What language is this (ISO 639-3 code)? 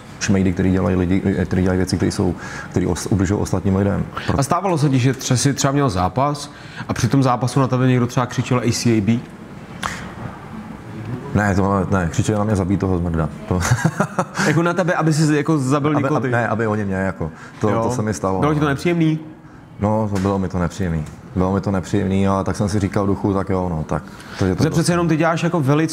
ces